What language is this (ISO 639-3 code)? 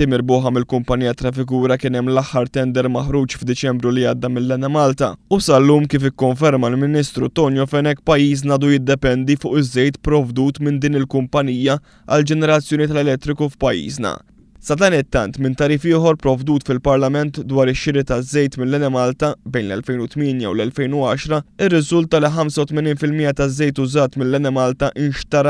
mlt